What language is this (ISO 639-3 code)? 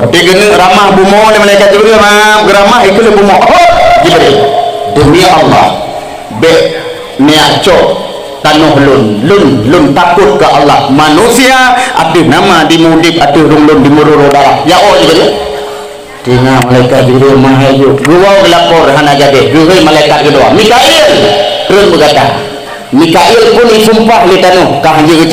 ace